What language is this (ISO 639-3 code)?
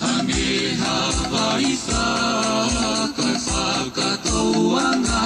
ton